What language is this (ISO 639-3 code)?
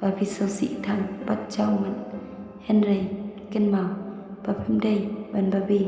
kha